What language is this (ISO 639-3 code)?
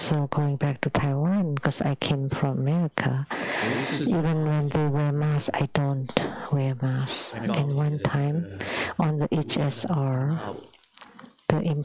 eng